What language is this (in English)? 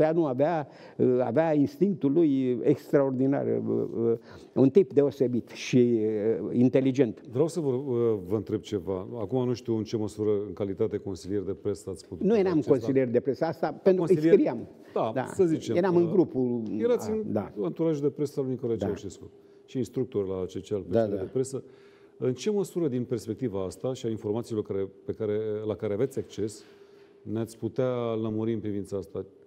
Romanian